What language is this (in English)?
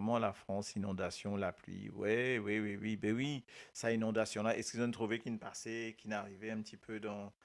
Morisyen